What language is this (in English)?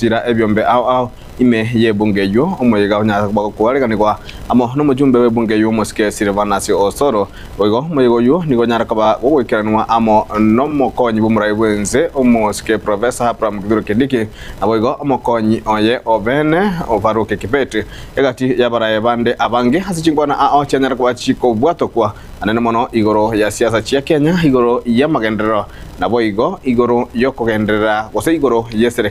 Gusii